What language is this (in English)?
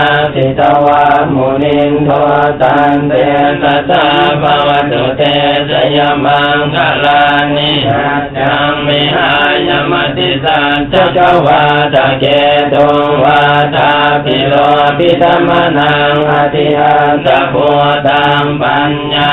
Pali